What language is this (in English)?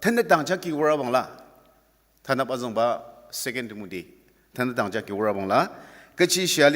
Ao Naga